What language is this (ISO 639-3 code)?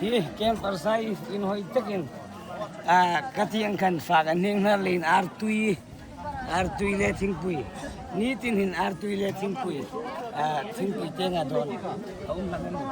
hmr